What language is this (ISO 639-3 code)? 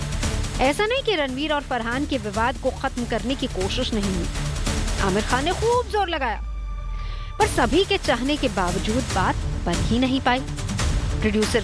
hin